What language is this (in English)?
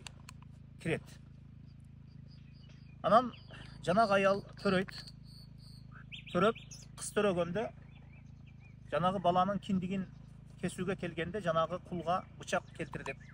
Kyrgyz